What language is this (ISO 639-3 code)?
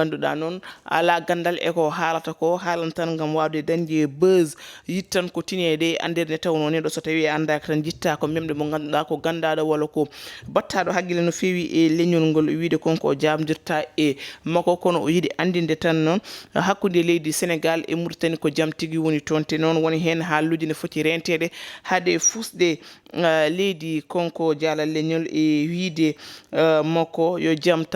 ful